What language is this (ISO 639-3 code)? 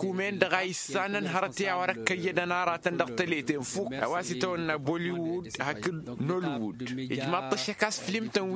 taq